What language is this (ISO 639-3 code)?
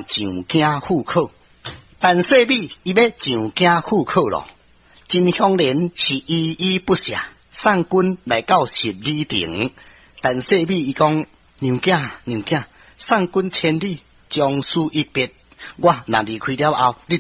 nan